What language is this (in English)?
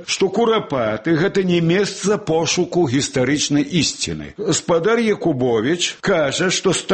Belarusian